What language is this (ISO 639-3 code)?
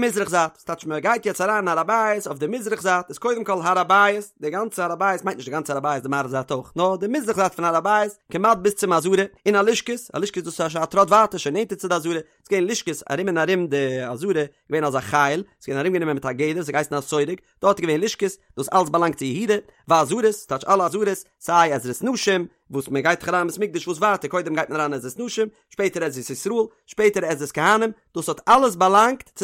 yid